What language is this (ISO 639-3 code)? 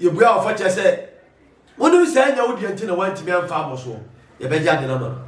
aka